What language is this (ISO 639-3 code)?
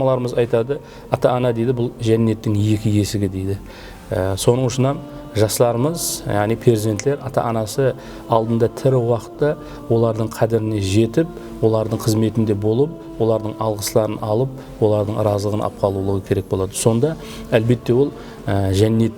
kaa